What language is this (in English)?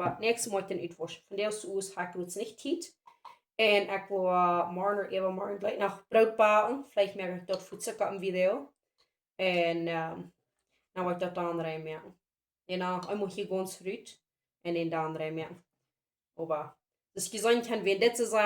Plautdietsch